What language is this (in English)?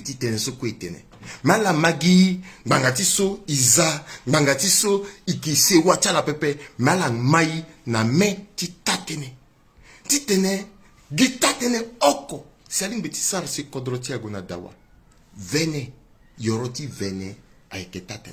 Sango